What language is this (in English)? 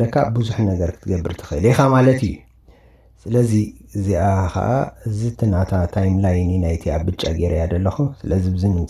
Tigrinya